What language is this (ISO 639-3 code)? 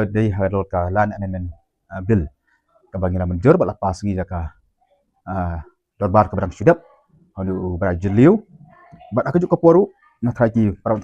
kha